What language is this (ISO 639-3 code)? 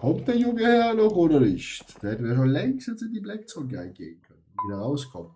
gsw